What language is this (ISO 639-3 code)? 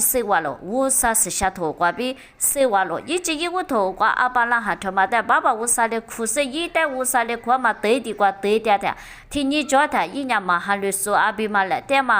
lis